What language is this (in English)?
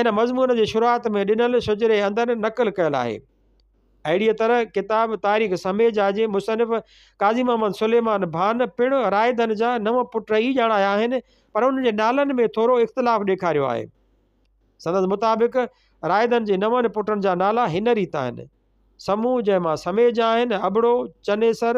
Sindhi